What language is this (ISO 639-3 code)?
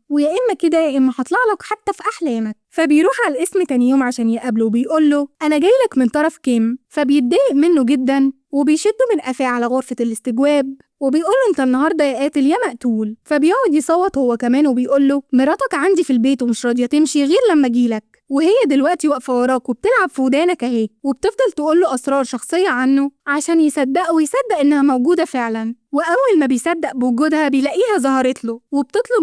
arz